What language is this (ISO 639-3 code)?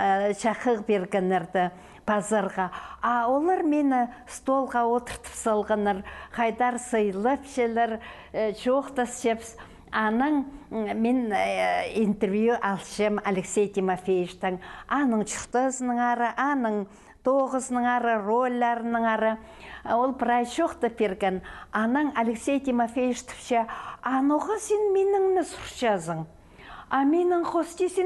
kjh